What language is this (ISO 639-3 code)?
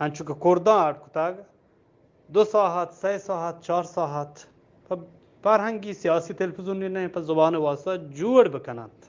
bgp